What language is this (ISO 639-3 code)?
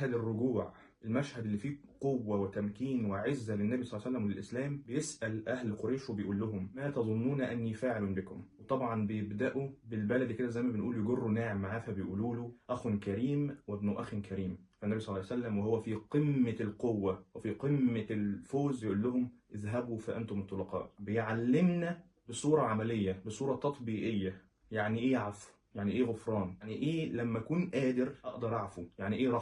arz